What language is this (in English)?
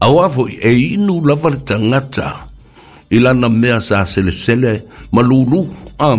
Samoan